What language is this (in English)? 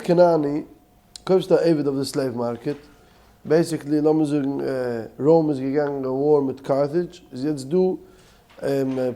Yiddish